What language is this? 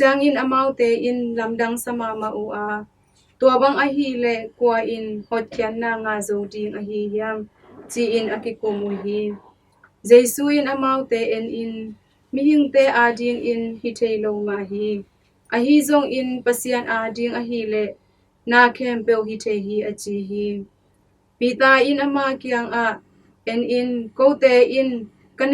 Tedim Chin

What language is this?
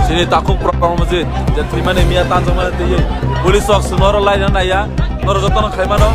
Kok Borok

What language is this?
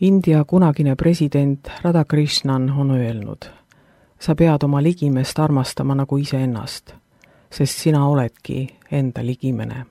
Estonian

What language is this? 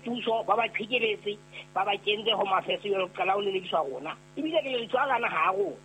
Southern Sotho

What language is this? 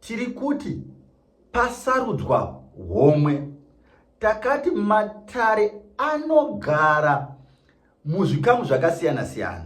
Shona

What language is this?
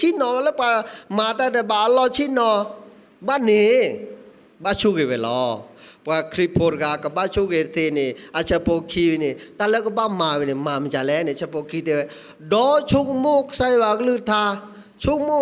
S'gaw Karen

